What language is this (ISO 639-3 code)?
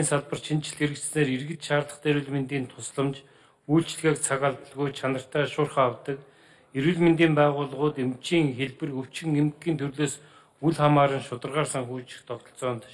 mon